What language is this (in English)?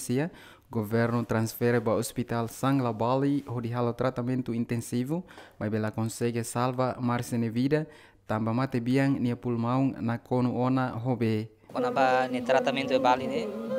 Tetum